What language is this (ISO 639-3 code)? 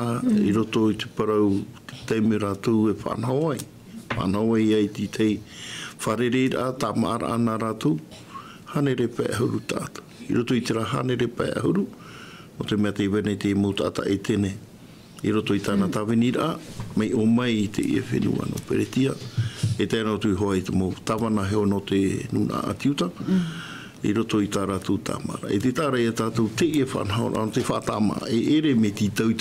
tah